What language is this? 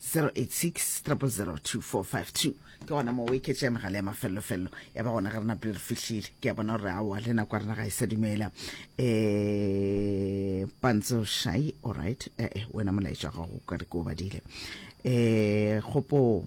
Northern Sotho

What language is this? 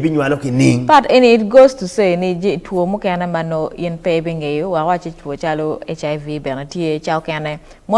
Acoli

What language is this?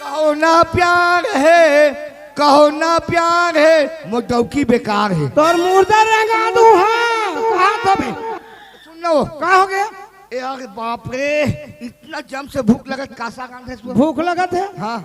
Chhattisgarhi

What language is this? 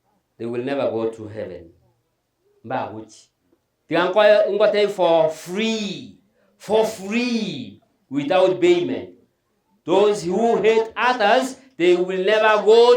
Gusii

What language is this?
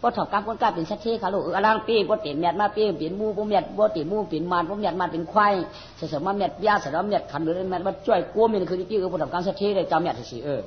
Shan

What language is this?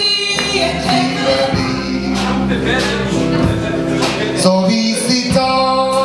Norwegian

